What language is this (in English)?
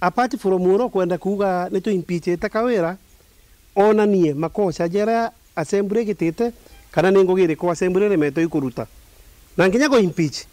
Meru